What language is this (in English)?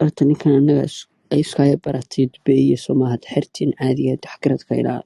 Somali